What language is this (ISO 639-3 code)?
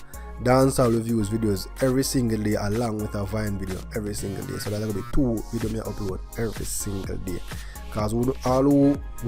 jam